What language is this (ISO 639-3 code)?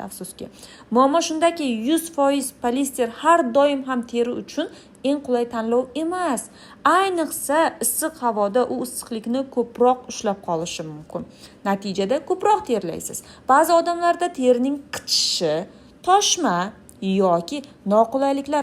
uzb